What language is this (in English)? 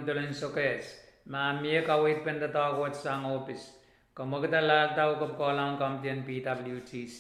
Pohnpeian